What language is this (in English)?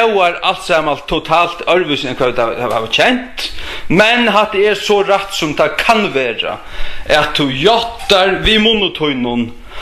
Faroese